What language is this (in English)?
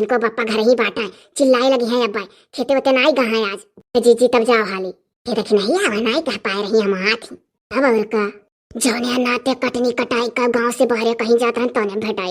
Awadhi